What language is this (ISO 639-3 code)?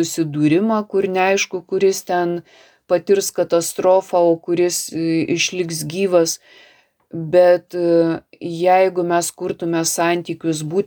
lit